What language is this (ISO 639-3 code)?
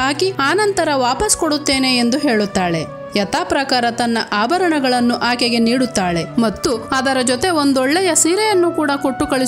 kan